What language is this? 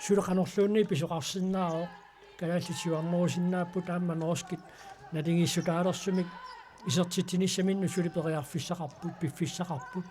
Kalaallisut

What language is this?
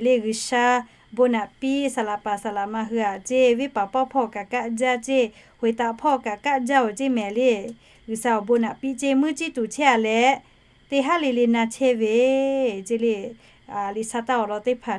Lahu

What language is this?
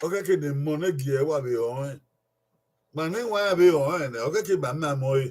Bini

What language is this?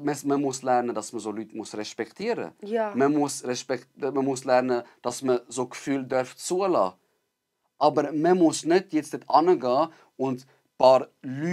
Swiss German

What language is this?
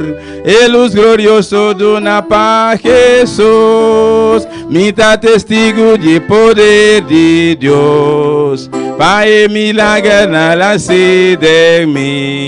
Papiamento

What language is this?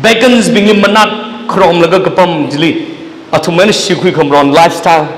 Tangkhul Naga (India)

